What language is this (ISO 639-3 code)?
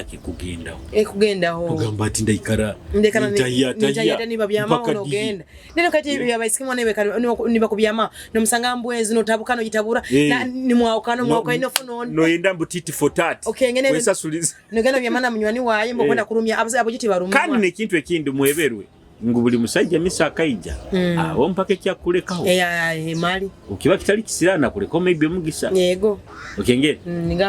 nyo